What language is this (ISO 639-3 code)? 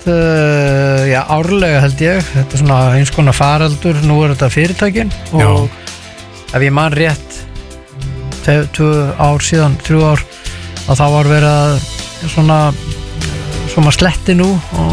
isl